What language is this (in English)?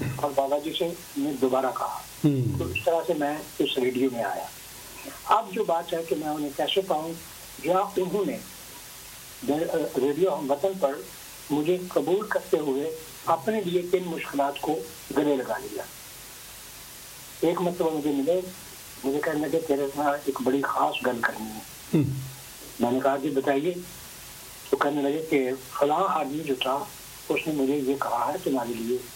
Urdu